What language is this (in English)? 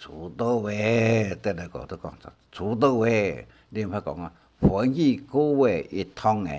Hakka Chinese